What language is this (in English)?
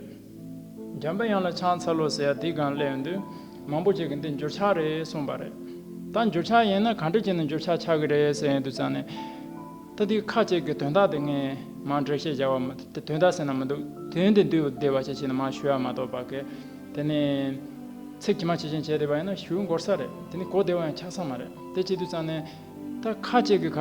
Tibetan